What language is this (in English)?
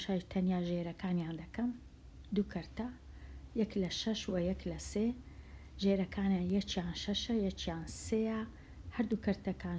Central Kurdish